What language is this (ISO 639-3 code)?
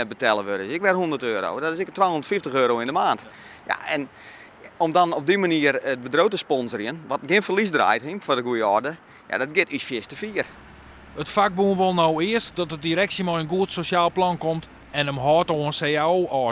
fry